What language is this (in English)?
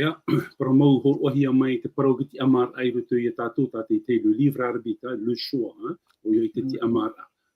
Tahitian